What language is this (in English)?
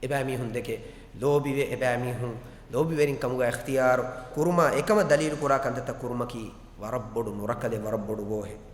Divehi